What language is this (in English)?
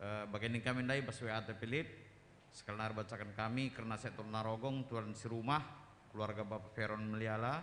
Batak Karo